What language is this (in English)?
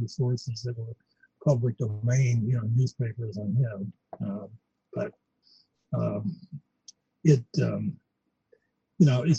English